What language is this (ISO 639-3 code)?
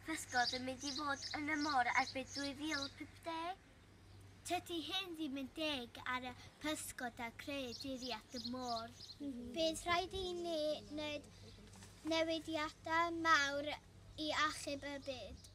cym